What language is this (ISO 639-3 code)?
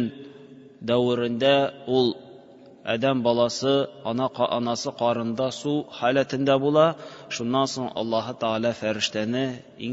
tat